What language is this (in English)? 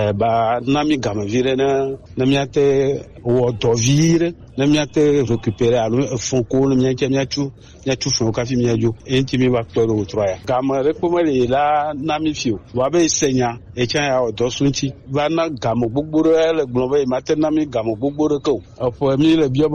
Gen